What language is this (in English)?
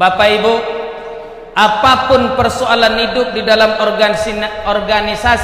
Minangkabau